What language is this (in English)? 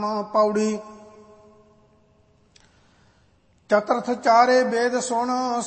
Punjabi